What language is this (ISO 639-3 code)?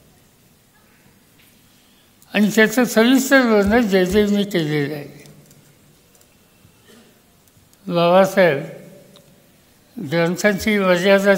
mar